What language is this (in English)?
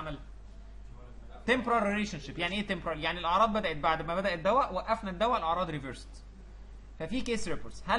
Egyptian Arabic